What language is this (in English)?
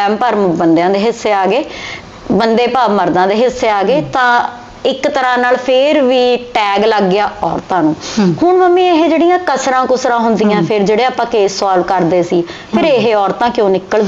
Punjabi